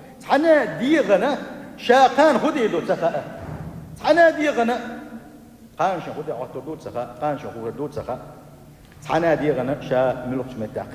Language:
Chechen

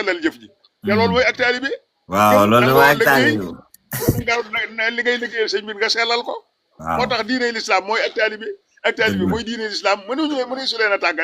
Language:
Wolof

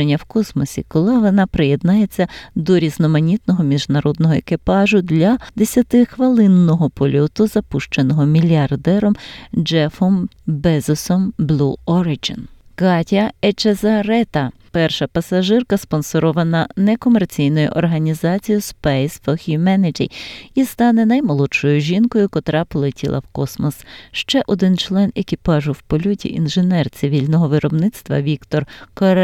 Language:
Ukrainian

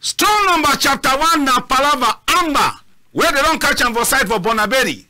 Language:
Cameroon Pidgin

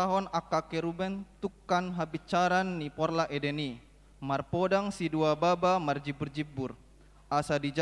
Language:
Batak Toba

